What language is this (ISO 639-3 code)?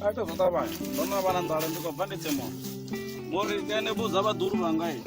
ven